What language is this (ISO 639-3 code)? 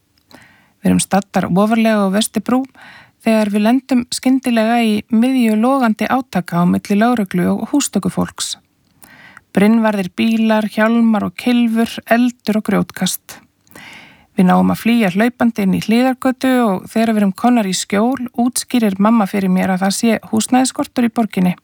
isl